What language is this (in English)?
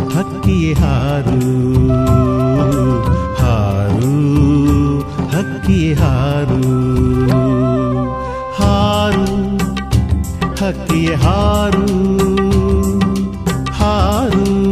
Kannada